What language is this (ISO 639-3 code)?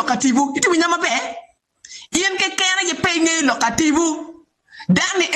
ach